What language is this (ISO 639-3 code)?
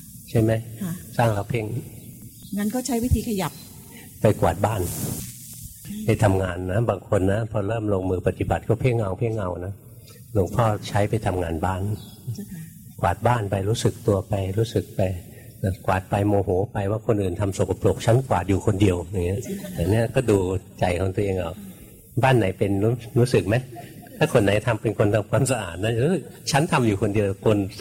tha